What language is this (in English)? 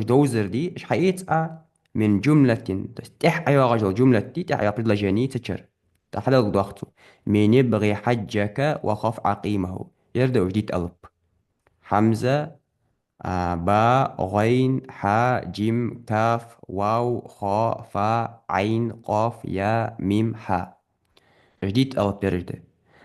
Ingush